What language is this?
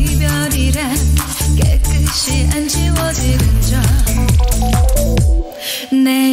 Korean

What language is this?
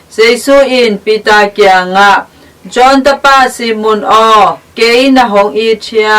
Tedim Chin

